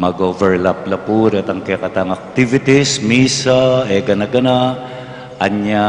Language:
Pampanga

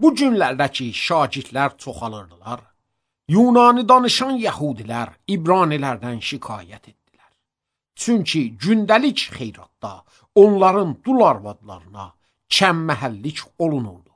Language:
Azerbaijani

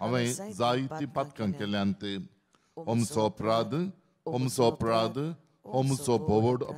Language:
Konkani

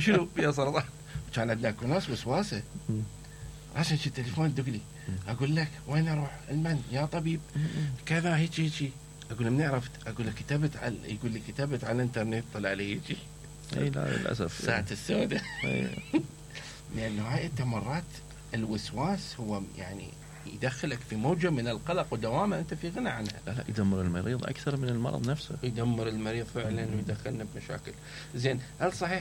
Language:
Mesopotamian Arabic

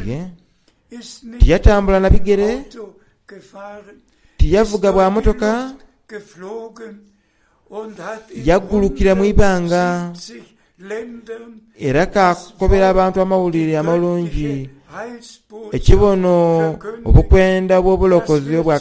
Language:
Soga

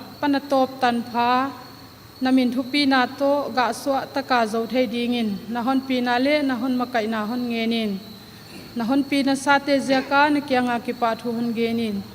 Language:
Paite Chin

